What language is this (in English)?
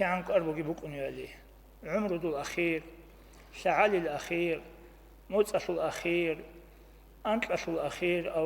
Avaric